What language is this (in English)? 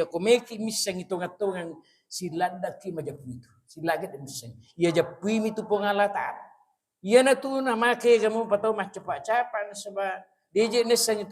Buginese